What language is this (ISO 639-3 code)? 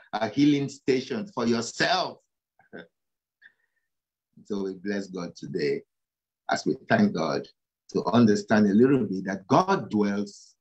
eng